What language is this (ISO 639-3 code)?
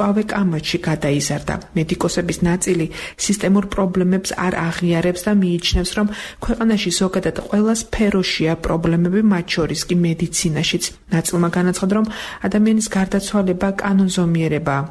kat